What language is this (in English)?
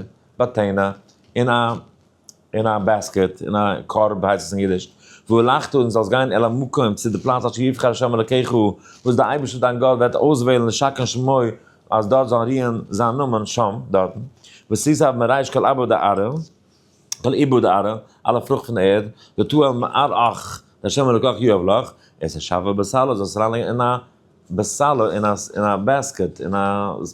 Yiddish